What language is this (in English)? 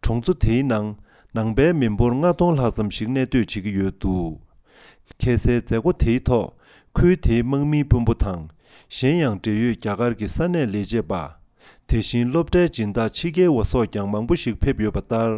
Tibetan